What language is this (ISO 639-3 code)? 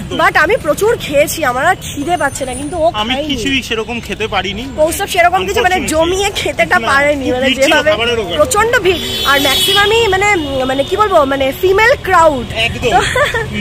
ben